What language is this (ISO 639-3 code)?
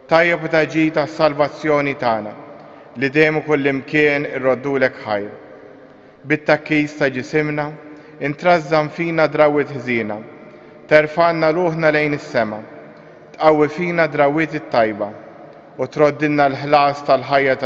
mlt